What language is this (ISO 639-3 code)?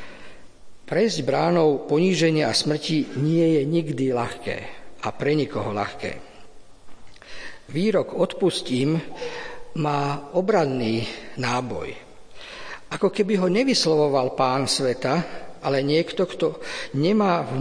slk